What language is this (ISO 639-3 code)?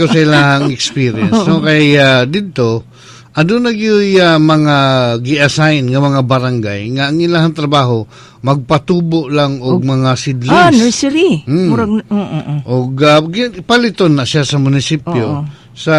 ceb